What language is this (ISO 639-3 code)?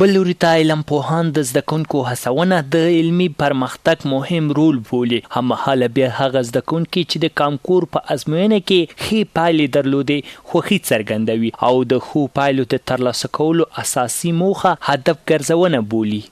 pus